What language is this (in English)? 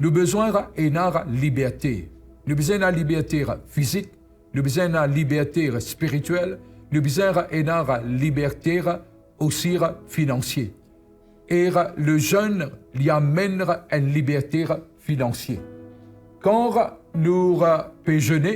Morisyen